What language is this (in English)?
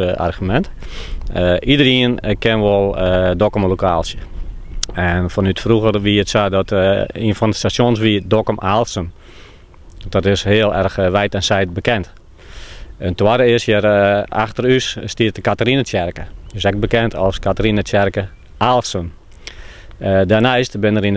Western Frisian